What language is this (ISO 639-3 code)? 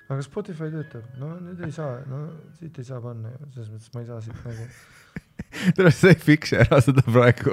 est